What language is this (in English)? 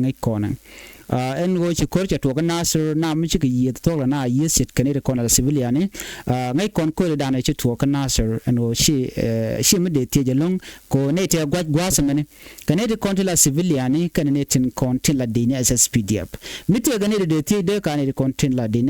Nuer